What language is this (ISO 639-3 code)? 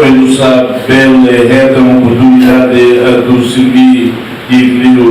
tet